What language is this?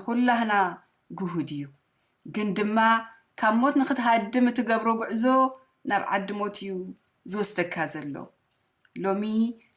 Tigrinya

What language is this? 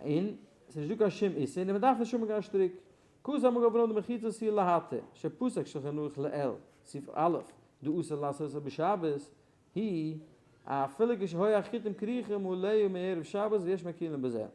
Yiddish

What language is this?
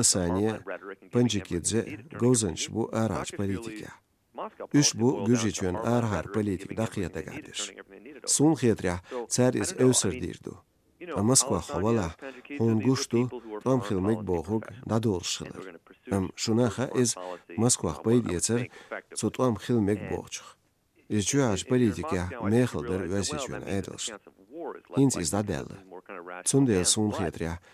Chechen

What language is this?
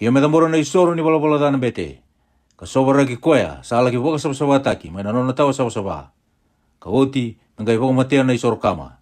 Fijian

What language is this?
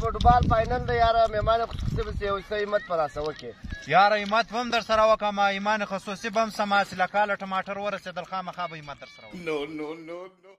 Pashto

